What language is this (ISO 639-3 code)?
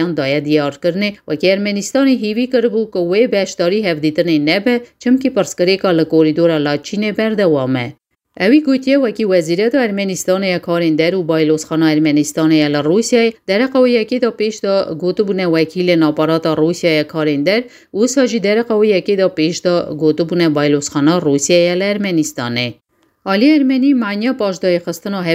kur